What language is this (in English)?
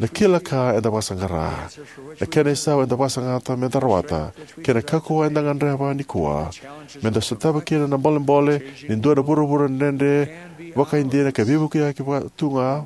Fijian